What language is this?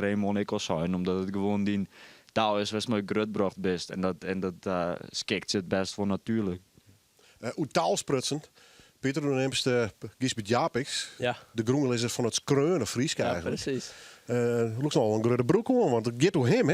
Western Frisian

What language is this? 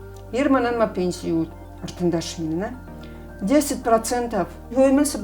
Ossetic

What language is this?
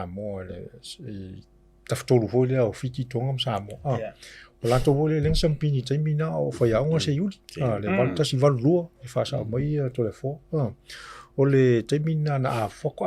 Samoan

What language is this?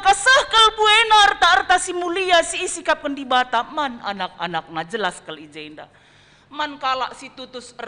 Batak Karo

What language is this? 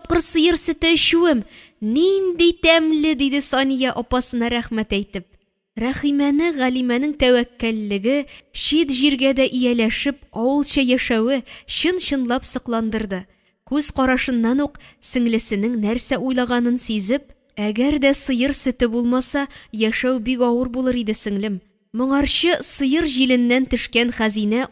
Tatar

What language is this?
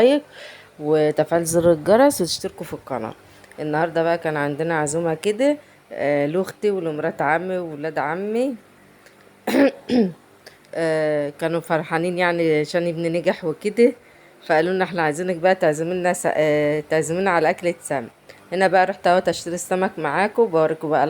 Egyptian Arabic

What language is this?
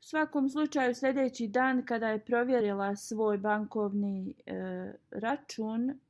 Bosnian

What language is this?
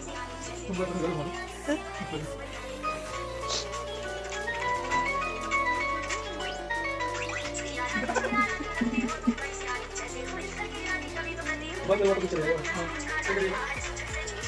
Hindi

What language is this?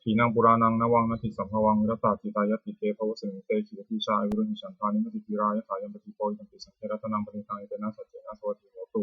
Pali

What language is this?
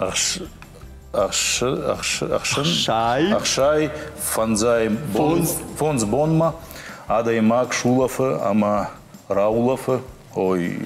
Ossetic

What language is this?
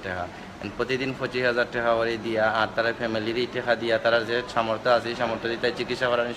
Sylheti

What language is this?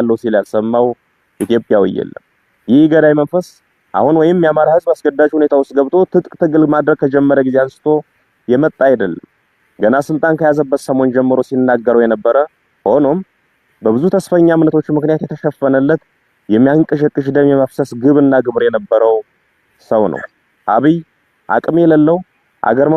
Amharic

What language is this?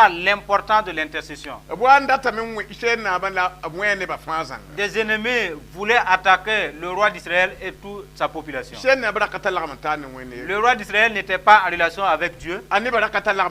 Mossi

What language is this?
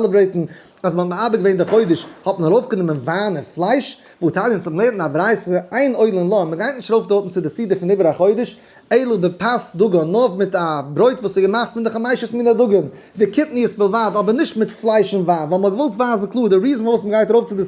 Yiddish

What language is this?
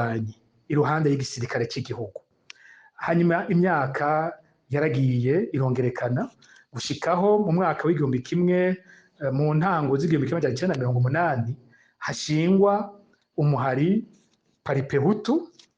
Rundi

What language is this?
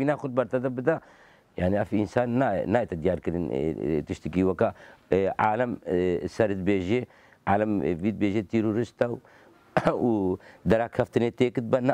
Kurdish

